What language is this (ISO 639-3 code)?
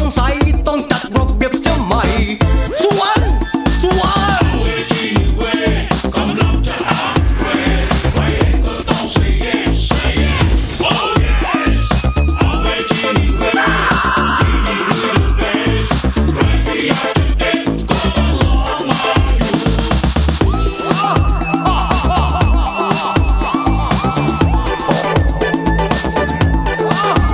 tha